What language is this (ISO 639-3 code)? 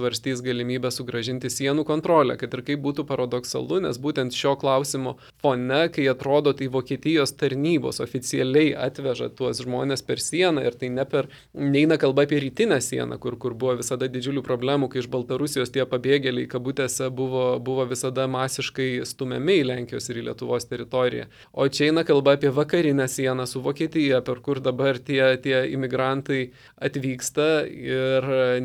lit